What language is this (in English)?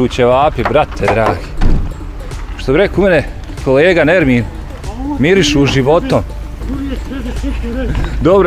Bosnian